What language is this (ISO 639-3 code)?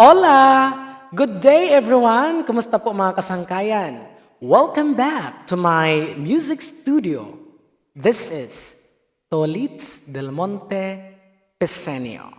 war